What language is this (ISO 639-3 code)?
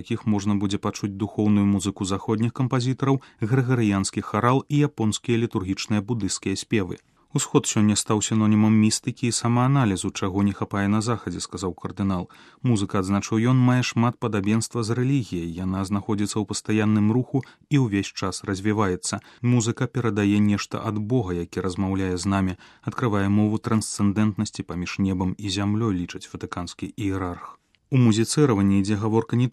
bel